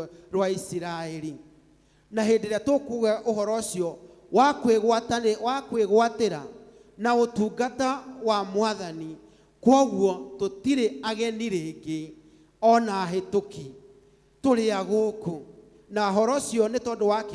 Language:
Kikuyu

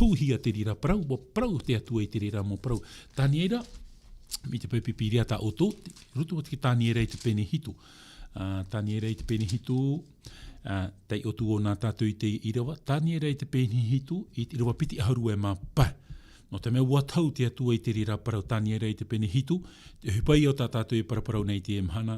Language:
Tahitian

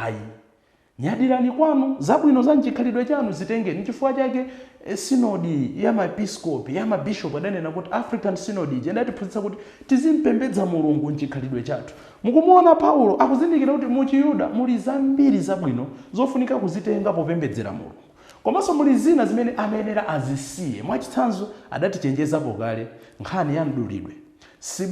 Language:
Nyanja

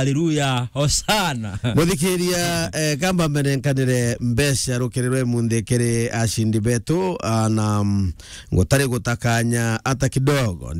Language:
Meru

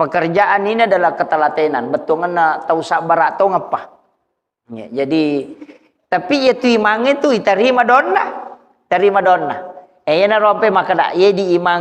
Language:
Buginese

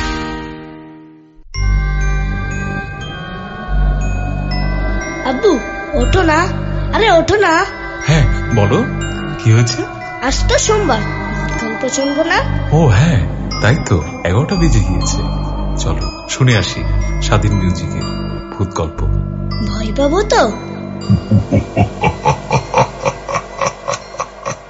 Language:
Bangla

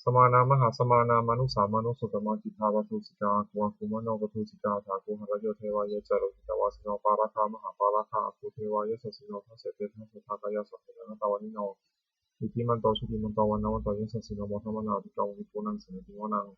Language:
Pali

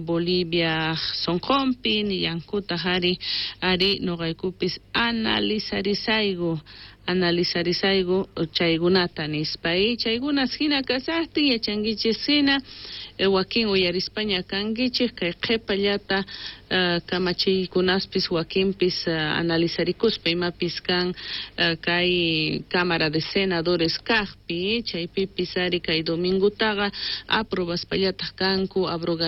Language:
South Bolivian Quechua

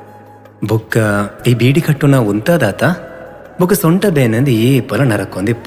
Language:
Tulu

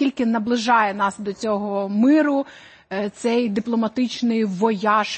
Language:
Ukrainian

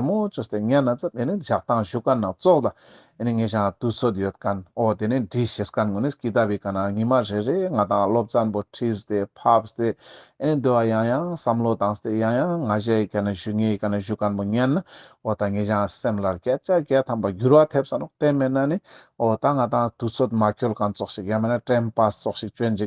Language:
Ladakhi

